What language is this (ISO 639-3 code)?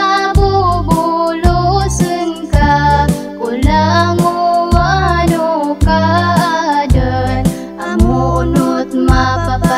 mrw